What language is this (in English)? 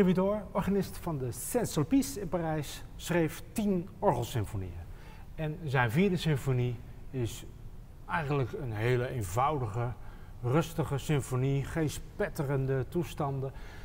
Dutch